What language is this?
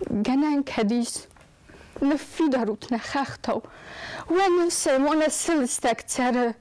Ossetic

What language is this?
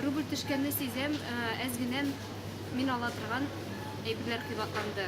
Tatar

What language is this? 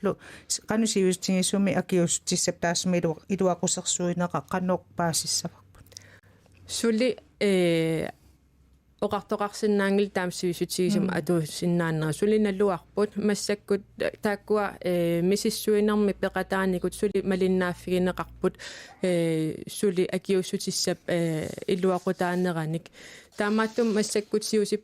Kalaallisut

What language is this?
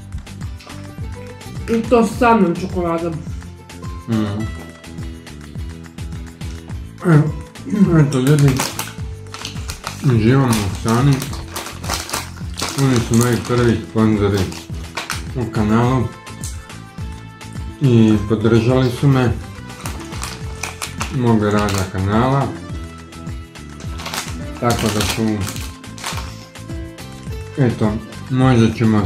Croatian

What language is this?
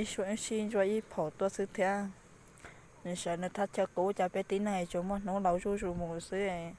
Hmong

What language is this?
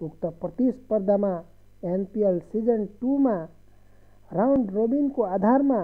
Nepali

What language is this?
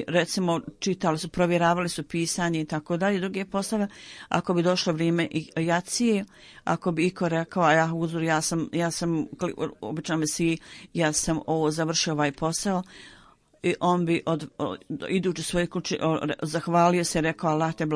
Bosnian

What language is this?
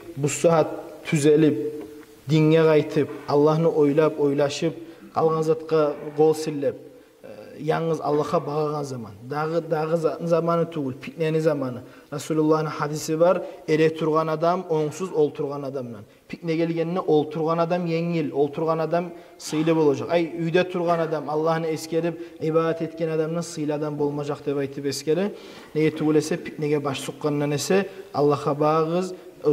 Kumyk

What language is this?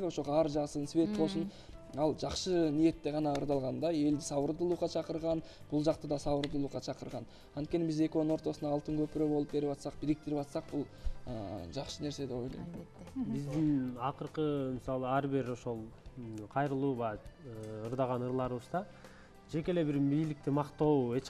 Kyrgyz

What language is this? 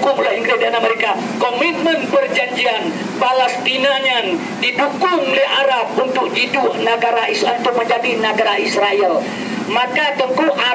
Achinese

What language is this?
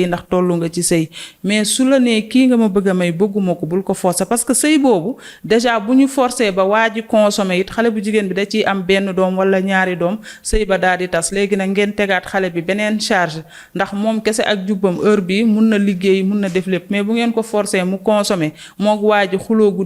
Wolof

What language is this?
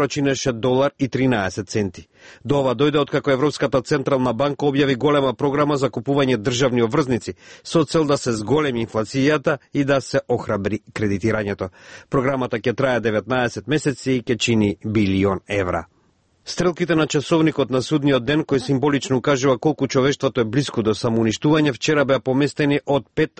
Macedonian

